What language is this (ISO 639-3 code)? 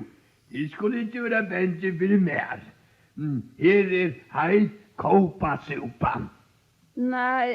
fao